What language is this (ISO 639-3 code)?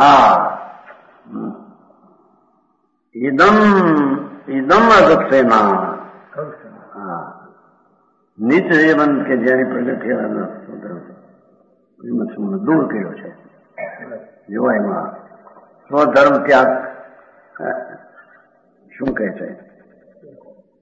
guj